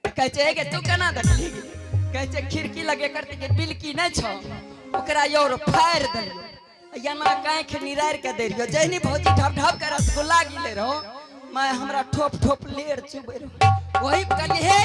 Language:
Angika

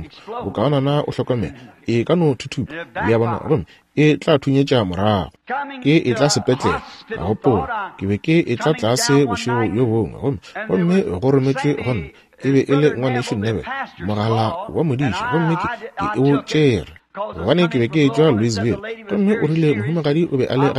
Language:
Northern Sotho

